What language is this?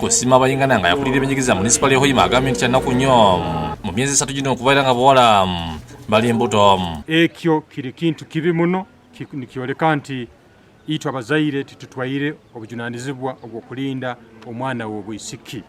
Ganda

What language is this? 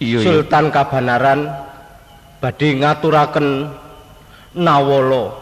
Javanese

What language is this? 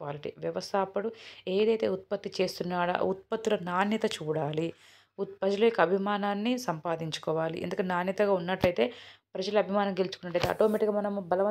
Telugu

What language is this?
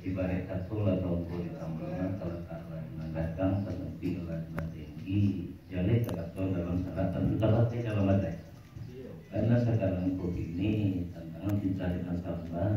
Minangkabau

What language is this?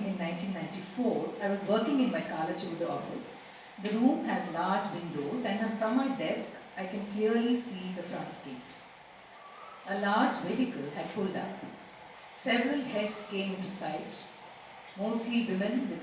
English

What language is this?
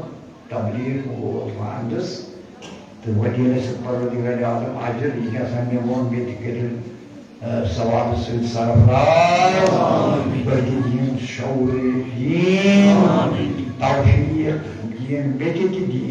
Kashmiri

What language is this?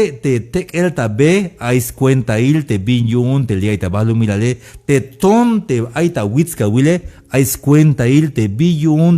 Tzeltal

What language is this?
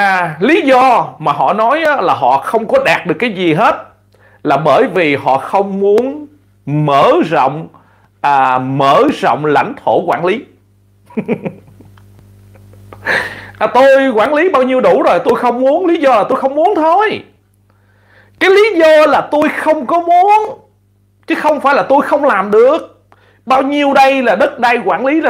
Vietnamese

